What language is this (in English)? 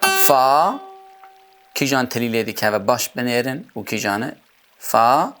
Kurdish